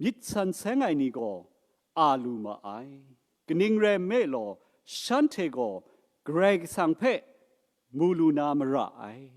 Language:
Kachin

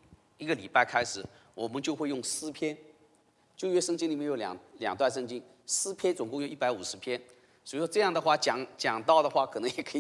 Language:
Chinese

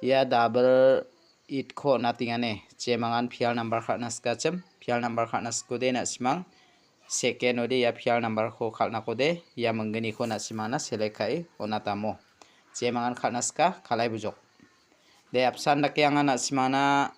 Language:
Garo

